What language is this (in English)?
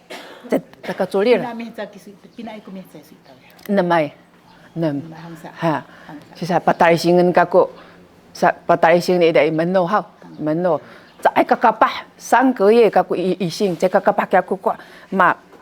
Sakizaya